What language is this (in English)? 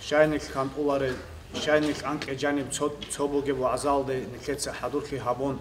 Avaric